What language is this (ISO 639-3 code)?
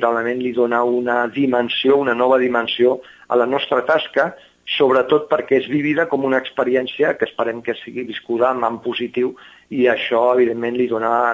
cat